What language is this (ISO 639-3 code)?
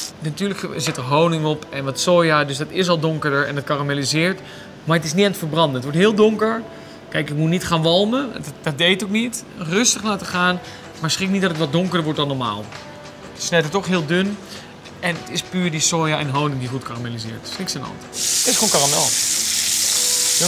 nld